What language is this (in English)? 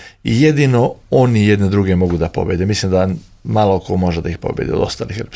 Serbian